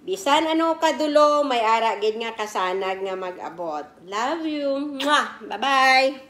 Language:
Kinaray-a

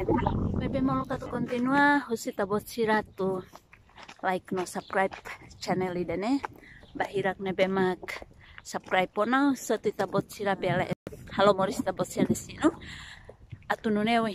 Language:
Tetum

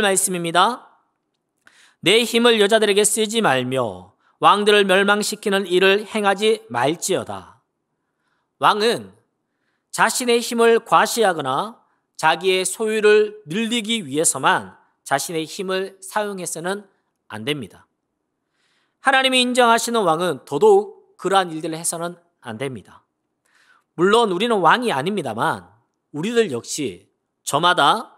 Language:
Korean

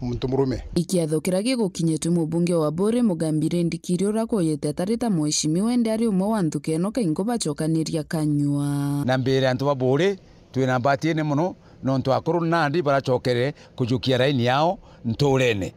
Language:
Meru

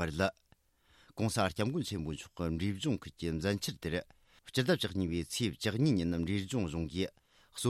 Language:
Tibetan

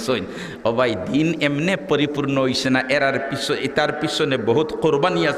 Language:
Sylheti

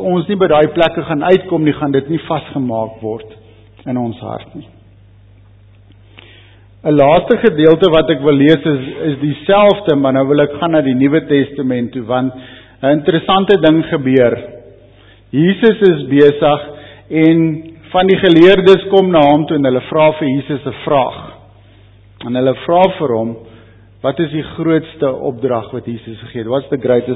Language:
Afrikaans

